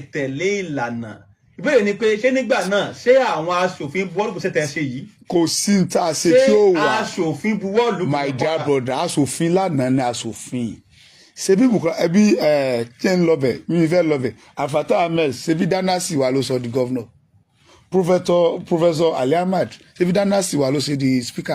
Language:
Yoruba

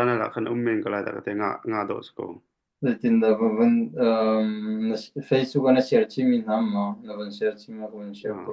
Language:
Hakha Chin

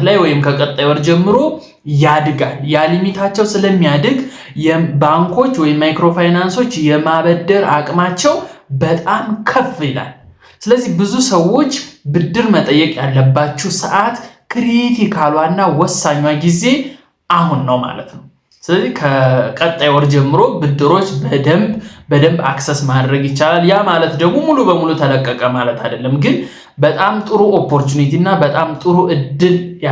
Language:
Amharic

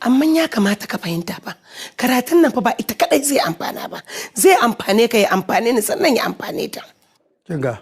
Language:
Hausa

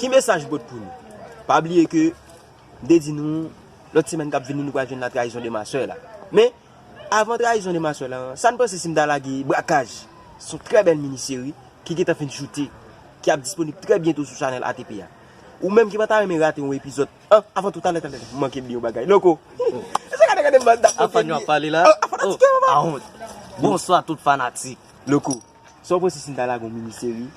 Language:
Haitian Creole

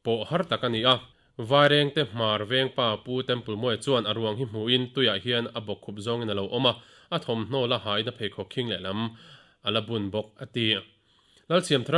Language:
Mizo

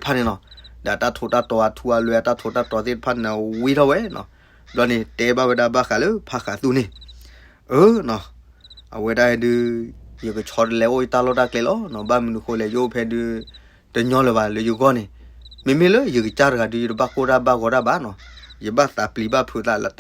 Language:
S'gaw Karen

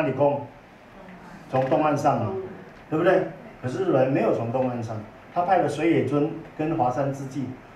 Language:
Chinese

